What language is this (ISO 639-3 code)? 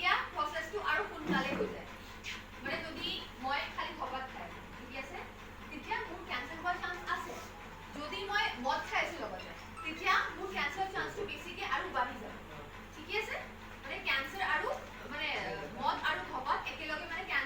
asm